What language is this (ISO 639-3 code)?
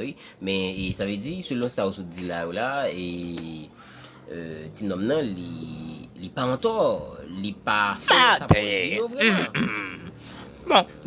hat